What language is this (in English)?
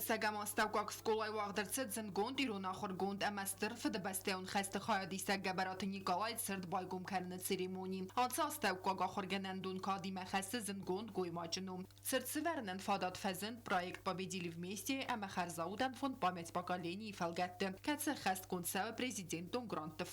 Ossetic